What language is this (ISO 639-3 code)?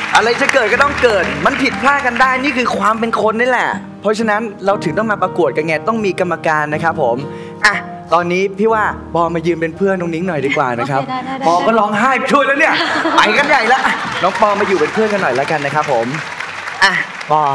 tha